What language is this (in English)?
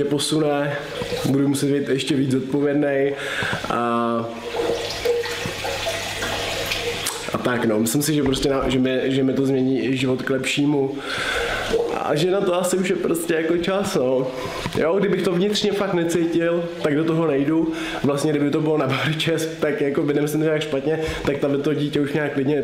Czech